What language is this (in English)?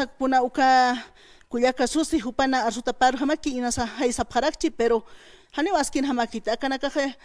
Aymara